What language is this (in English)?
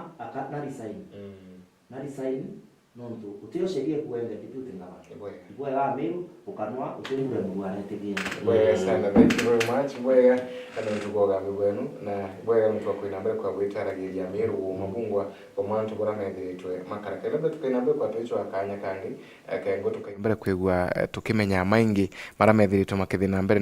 Meru